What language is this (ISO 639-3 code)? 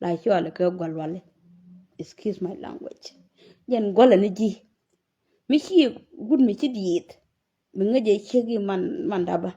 nus